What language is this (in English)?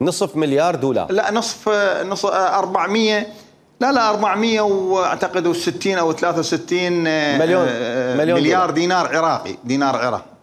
Mesopotamian Arabic